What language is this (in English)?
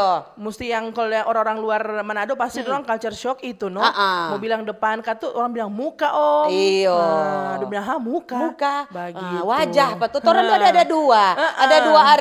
Manado Malay